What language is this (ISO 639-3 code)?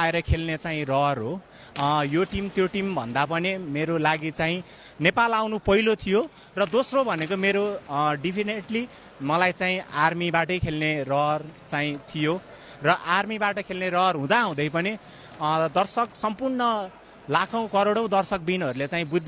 nep